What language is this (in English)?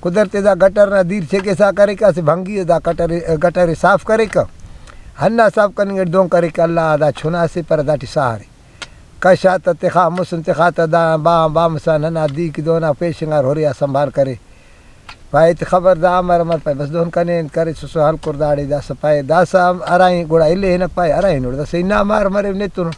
Brahui